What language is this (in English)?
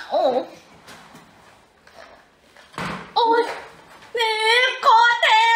Thai